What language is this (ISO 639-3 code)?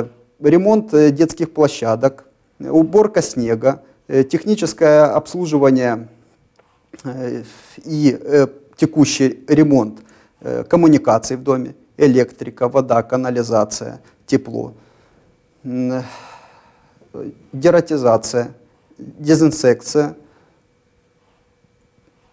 rus